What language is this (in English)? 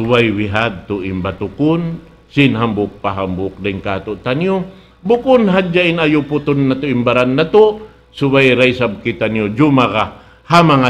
Tausug